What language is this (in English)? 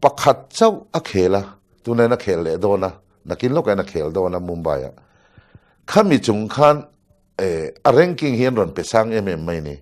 Mizo